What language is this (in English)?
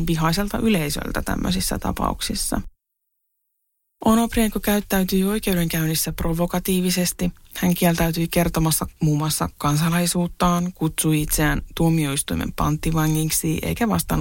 Finnish